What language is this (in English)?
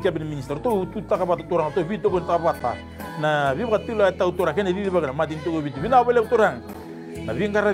Fijian